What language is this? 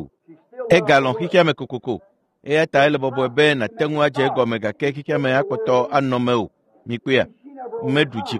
Ewe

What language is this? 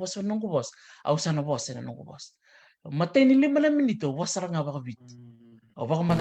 Fijian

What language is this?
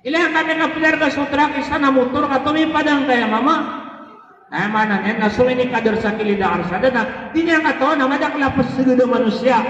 Maranao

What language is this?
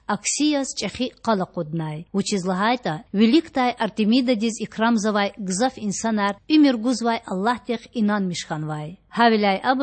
Lezghian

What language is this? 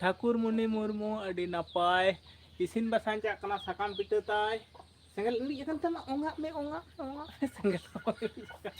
Santali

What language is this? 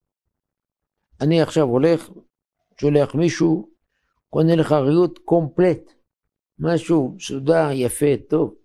Hebrew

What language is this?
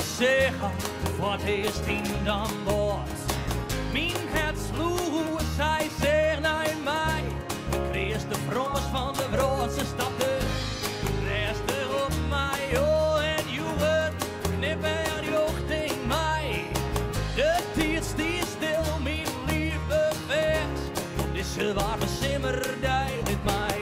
Western Frisian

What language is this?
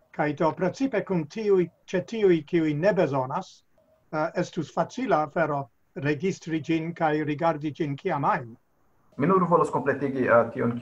Esperanto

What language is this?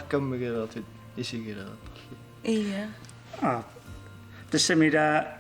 Kalaallisut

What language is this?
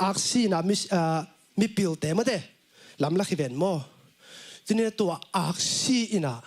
Tedim Chin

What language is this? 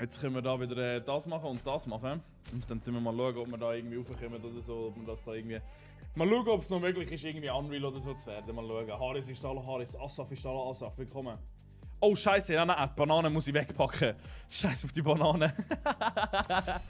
Swiss German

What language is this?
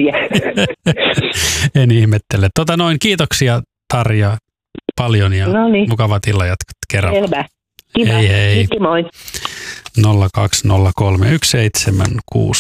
Finnish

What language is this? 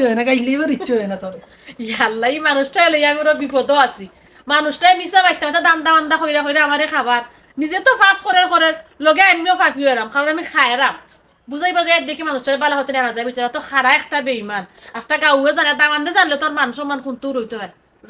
Sylheti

